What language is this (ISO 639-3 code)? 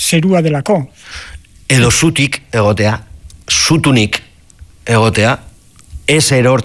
eus